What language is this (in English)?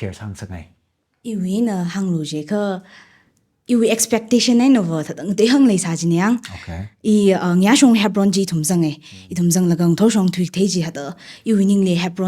Tangkhul Naga (India)